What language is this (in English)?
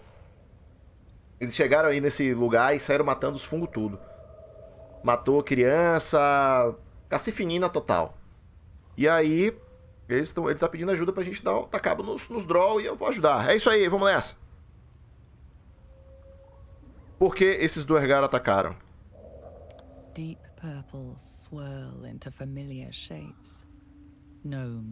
Portuguese